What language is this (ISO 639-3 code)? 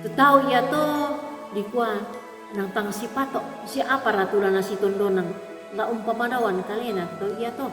sda